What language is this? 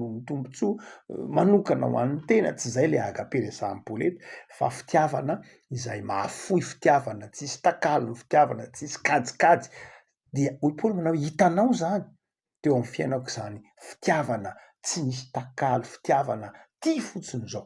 Malagasy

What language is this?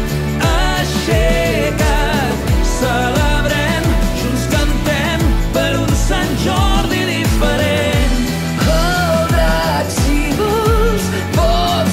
Catalan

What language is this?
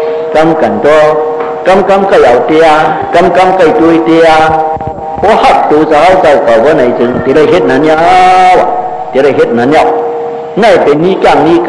Shan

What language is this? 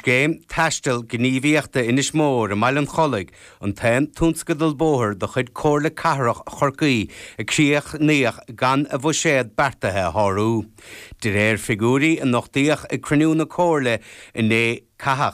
Irish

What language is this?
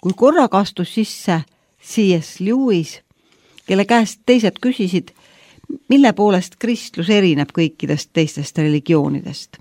Estonian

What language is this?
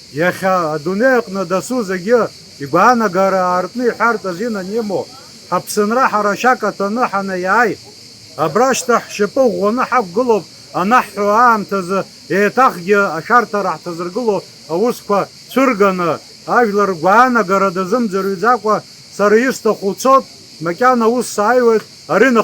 Abkhazian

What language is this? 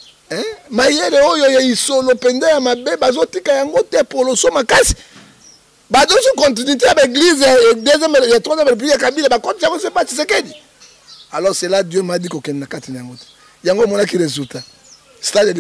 Lingala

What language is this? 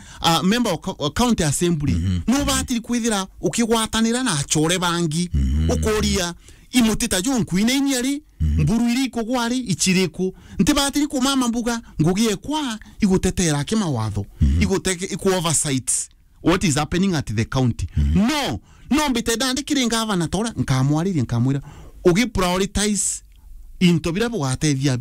Meru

